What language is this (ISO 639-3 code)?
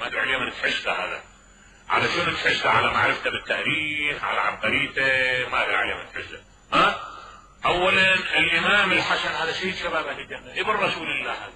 acm